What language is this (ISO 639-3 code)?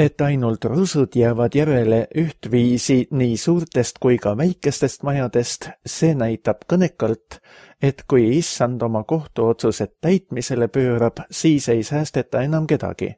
est